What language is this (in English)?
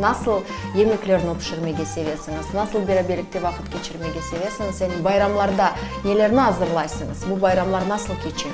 Crimean Tatar